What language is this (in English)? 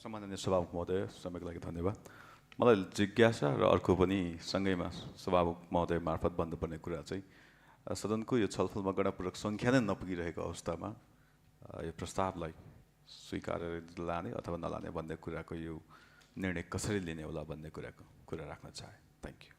Nepali